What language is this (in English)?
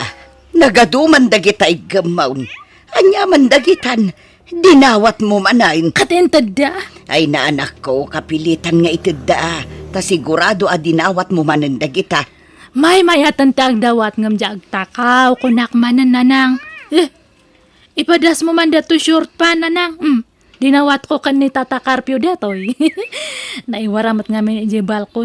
Iloko